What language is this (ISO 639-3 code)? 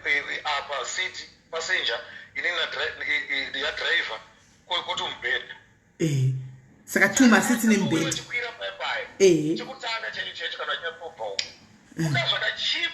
sna